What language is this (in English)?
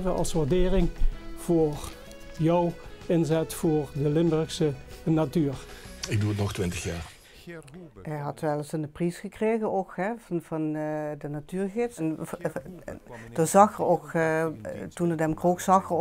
Limburgish